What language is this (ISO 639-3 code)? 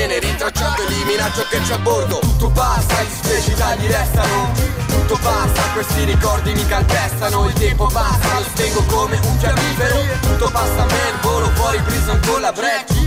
ita